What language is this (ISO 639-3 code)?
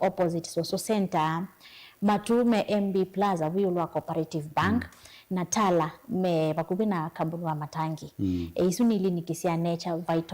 kam